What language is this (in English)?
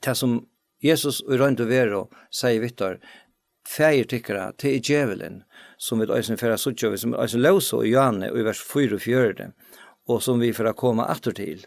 Faroese